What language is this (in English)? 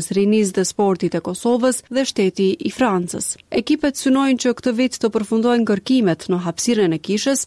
Albanian